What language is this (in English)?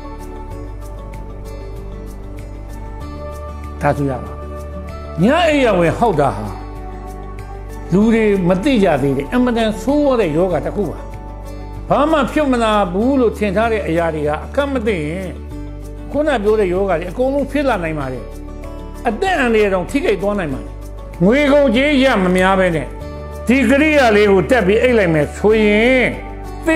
Burmese